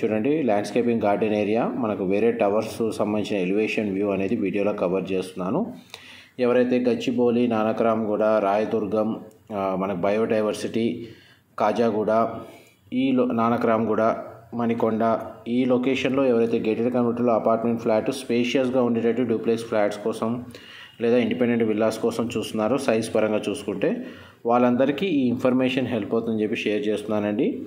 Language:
Telugu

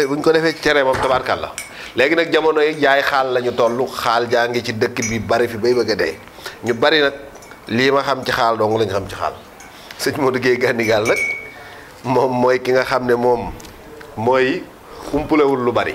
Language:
Wolof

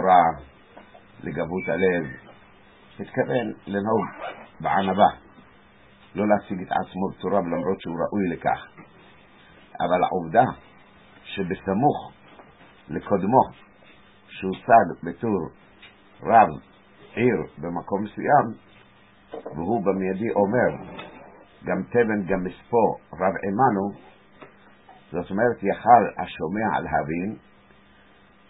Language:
Hebrew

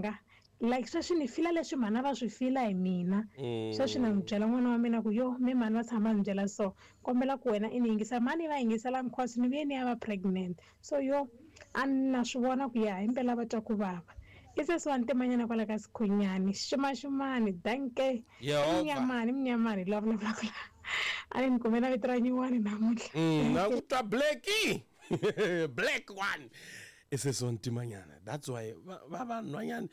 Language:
Tsonga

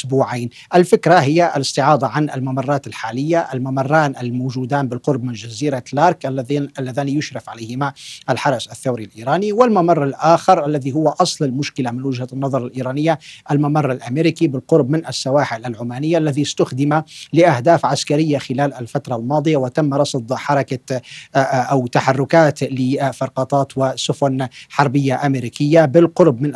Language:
Arabic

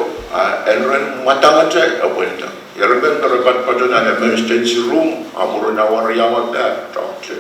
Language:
Pohnpeian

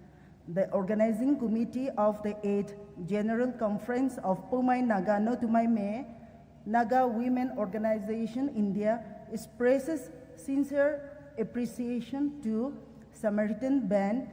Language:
Poumei Naga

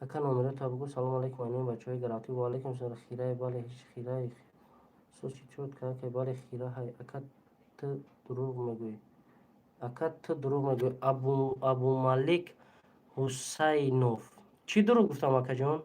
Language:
Tajik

